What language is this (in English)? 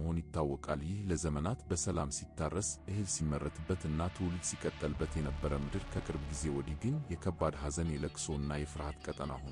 Amharic